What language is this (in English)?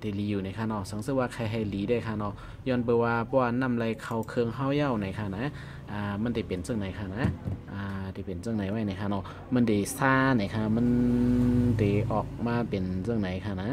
Shan